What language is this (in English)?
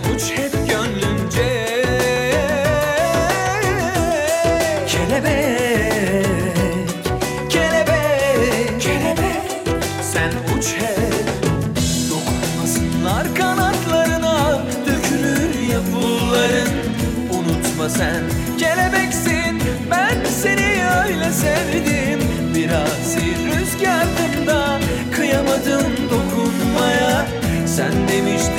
Turkish